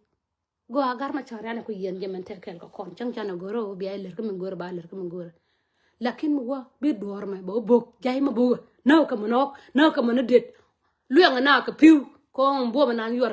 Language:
Nuer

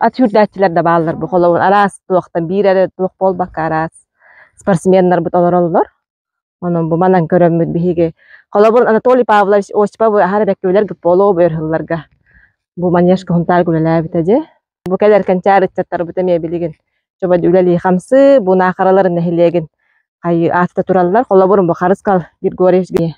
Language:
Yakut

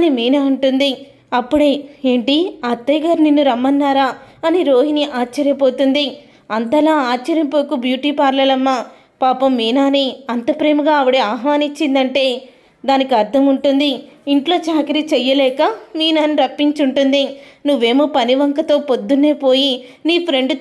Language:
Telugu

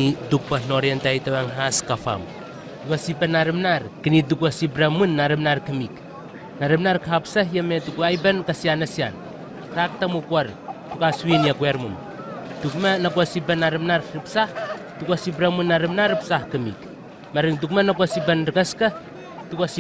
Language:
Southwest Tanna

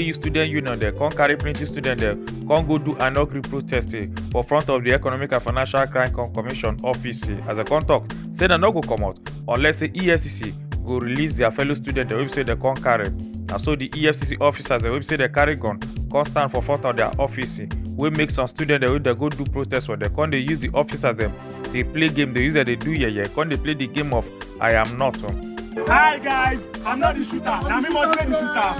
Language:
Nigerian Pidgin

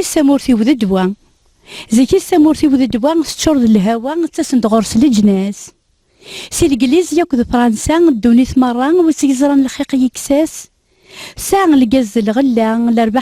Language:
Kabyle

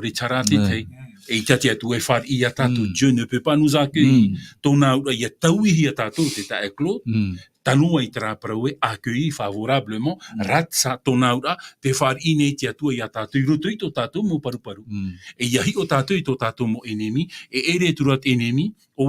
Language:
Tahitian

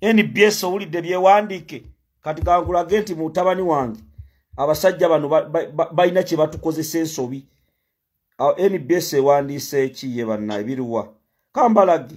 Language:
Ganda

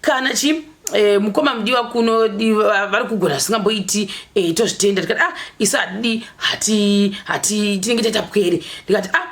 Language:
Shona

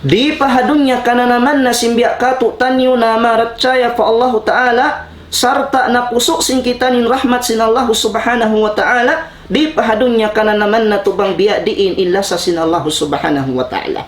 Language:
Tausug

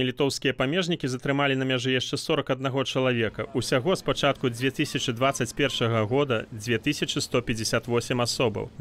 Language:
Belarusian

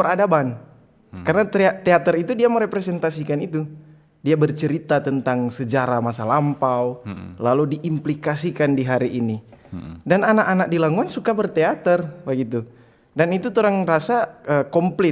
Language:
Manado Malay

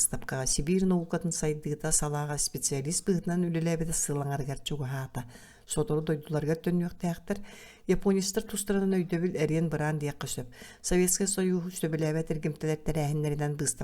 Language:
Yakut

